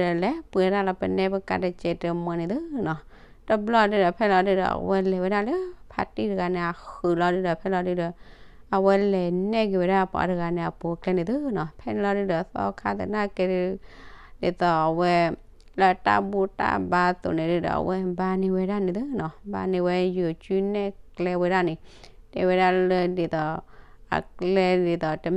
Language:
S'gaw Karen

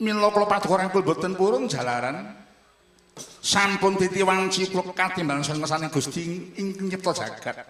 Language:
Javanese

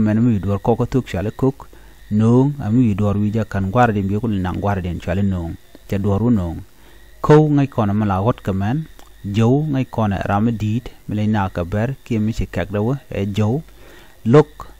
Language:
Nuer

